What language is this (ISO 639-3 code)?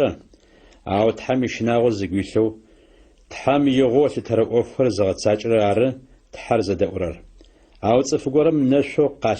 ady